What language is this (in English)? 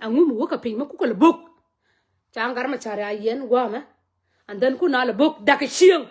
Nuer